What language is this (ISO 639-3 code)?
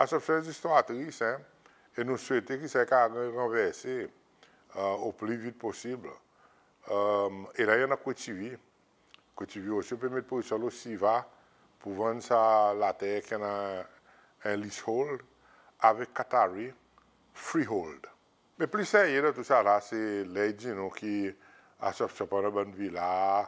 crs